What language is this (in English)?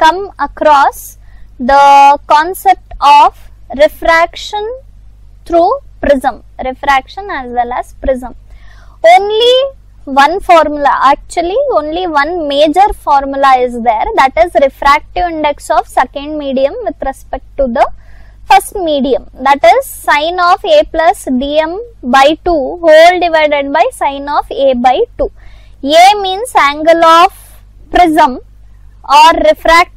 English